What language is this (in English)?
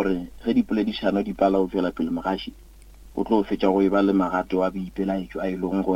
Northern Sotho